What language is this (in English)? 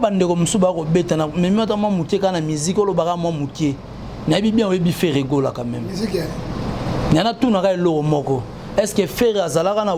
Lingala